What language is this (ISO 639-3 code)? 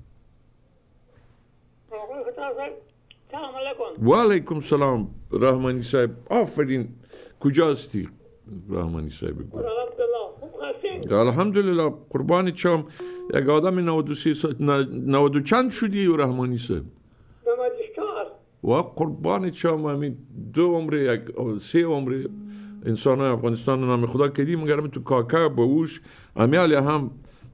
fas